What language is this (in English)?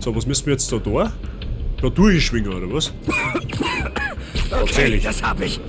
Bavarian